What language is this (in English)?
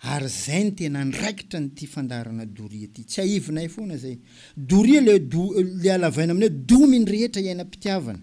Malagasy